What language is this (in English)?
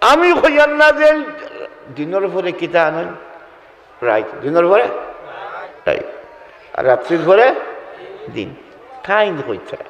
Sylheti